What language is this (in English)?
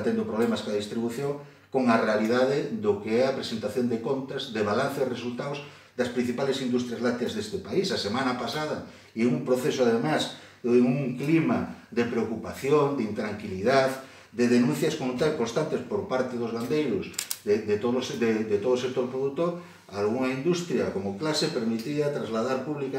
Galician